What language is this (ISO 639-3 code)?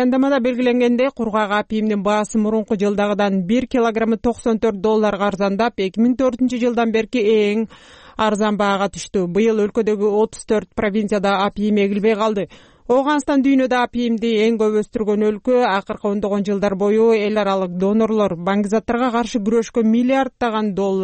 kir